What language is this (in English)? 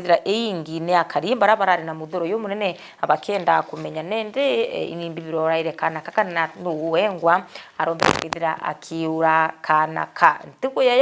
Meru